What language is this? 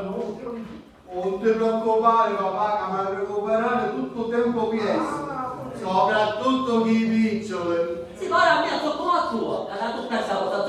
Sicilian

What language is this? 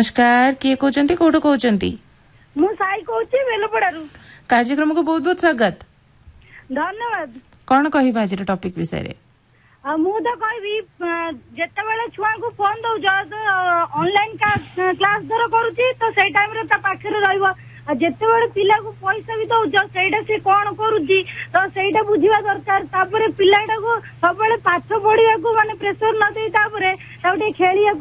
Odia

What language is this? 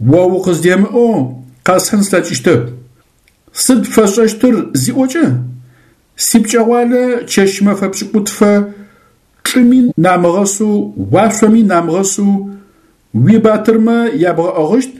Adyghe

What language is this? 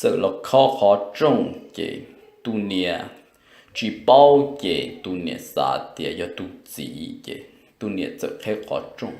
Hmong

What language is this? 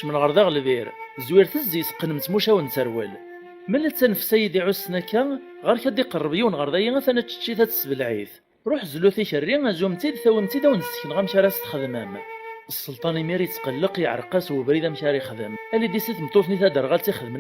Kabyle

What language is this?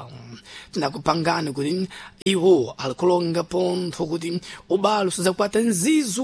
Sena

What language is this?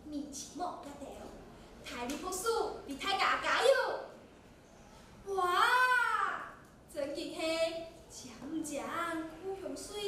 Hakka Chinese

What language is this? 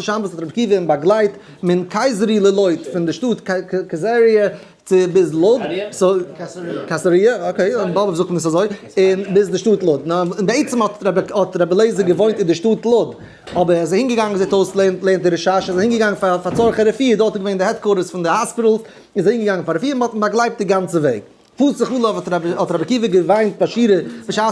Yiddish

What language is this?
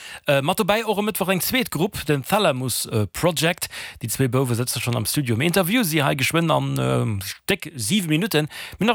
Luxembourgish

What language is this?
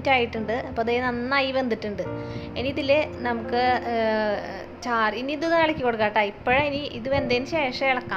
Malayalam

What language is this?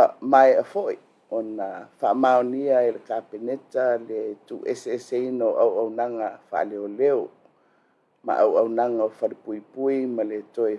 Samoan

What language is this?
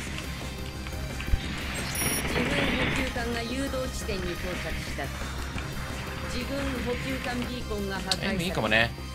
Japanese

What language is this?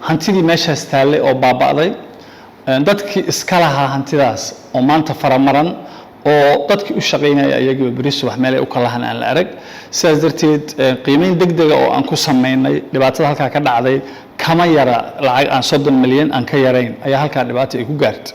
Somali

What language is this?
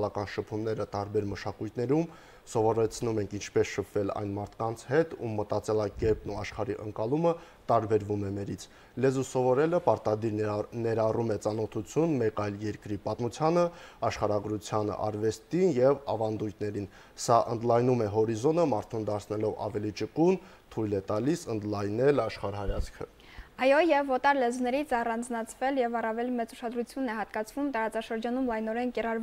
Armenian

